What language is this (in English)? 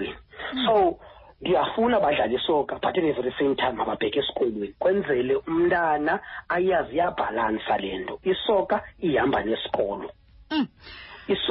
Xhosa